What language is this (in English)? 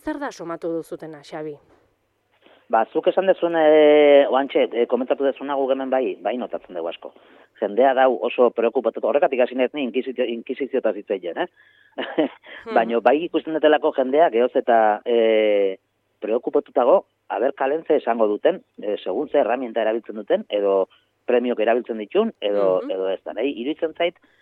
Basque